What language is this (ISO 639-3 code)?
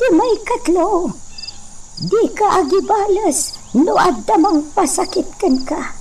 ilo